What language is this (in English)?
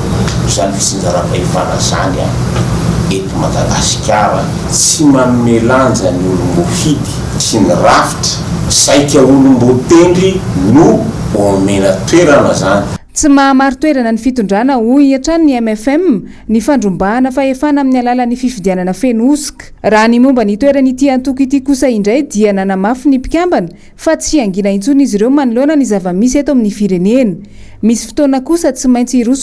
Malagasy